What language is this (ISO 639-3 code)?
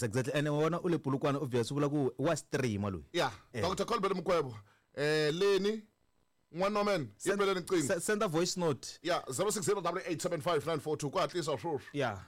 tso